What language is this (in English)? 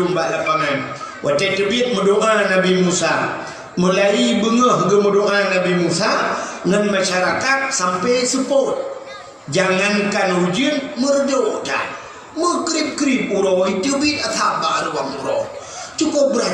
Achinese